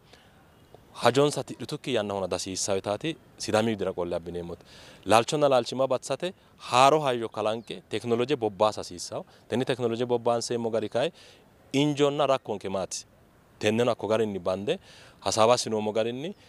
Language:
Sidamo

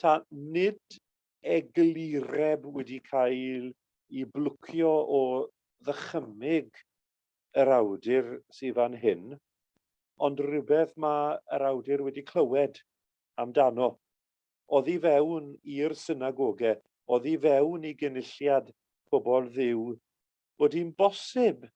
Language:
Welsh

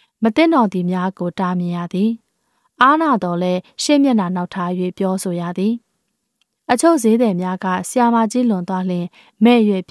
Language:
Burmese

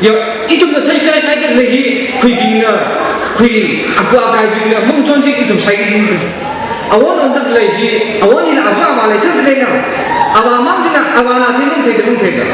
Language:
Tangkhul Naga (India)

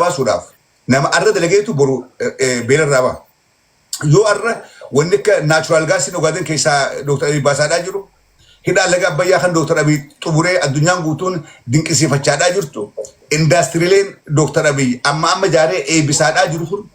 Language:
Oromo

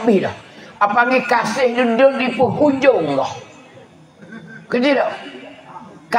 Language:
Pattani Malay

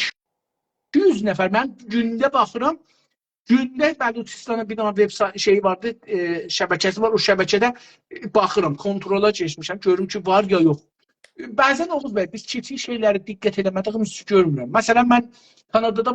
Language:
South Azerbaijani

